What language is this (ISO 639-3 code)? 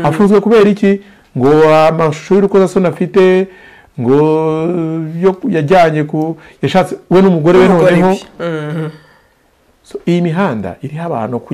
kin